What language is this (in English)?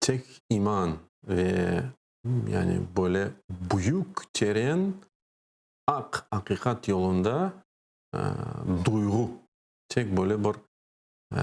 Crimean Tatar